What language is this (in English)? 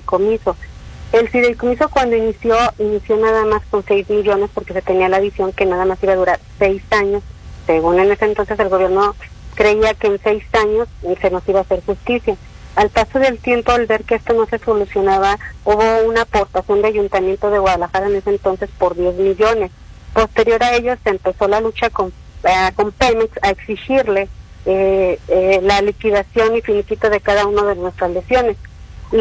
Spanish